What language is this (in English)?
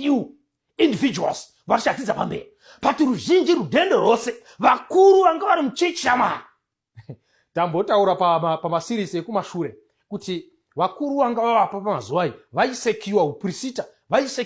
Shona